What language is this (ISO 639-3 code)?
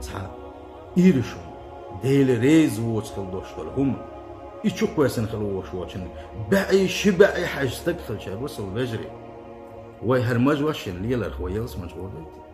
che